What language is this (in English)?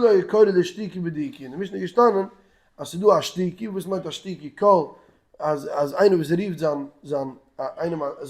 Yiddish